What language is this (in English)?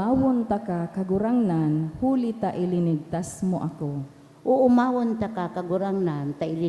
Bikol